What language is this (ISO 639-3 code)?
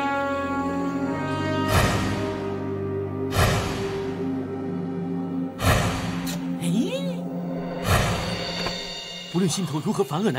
zho